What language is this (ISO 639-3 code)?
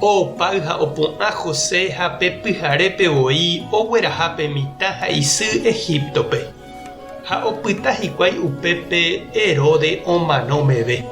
grn